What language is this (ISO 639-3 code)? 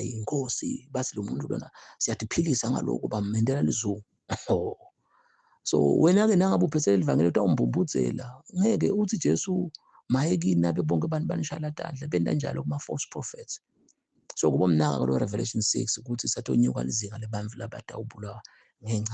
zul